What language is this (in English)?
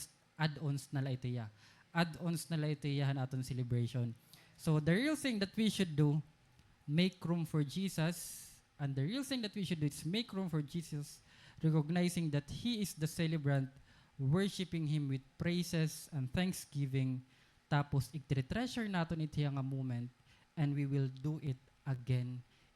Waray